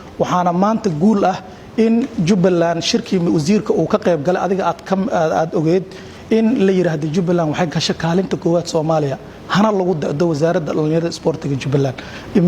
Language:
Somali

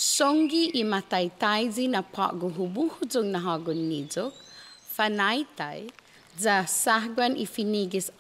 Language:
Chamorro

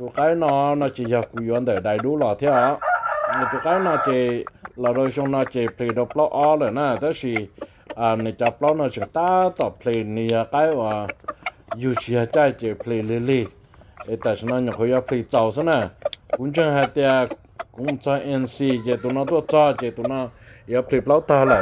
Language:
Hmong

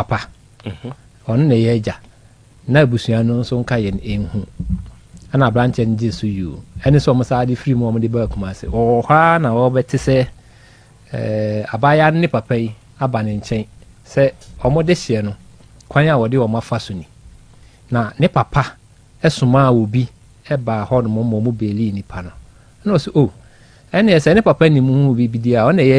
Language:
Akan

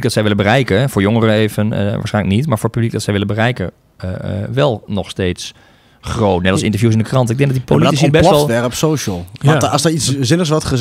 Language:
Dutch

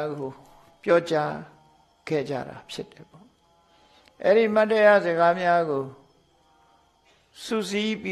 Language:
Burmese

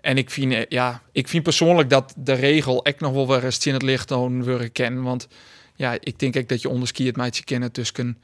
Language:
Western Frisian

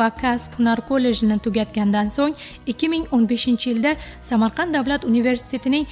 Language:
Uzbek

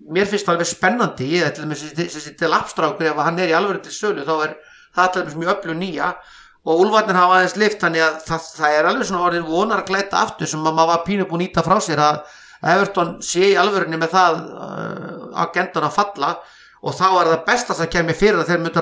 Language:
Icelandic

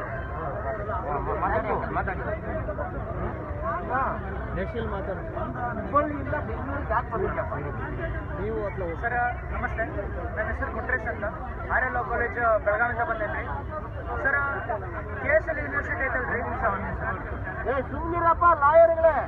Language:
Kannada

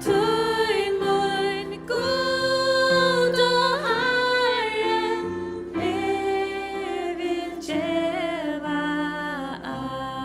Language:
Faroese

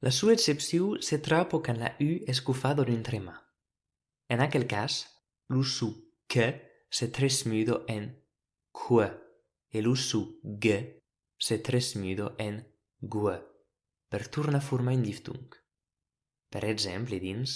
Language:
Occitan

